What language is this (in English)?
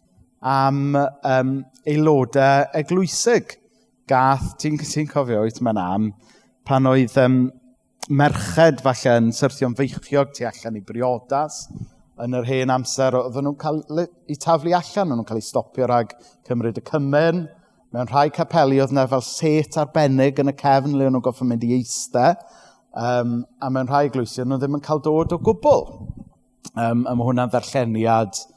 Welsh